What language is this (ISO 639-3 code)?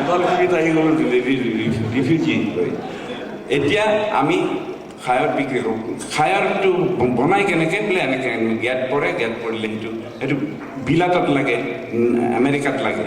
asm